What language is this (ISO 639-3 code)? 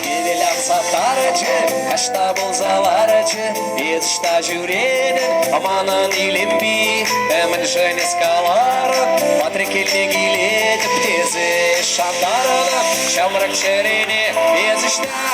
chv